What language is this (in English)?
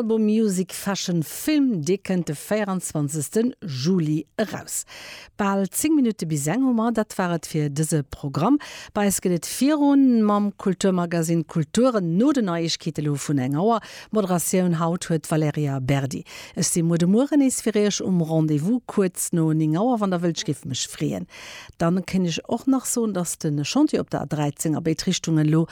Luxembourgish